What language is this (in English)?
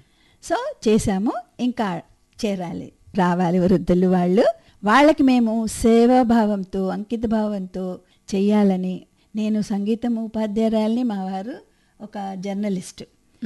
Telugu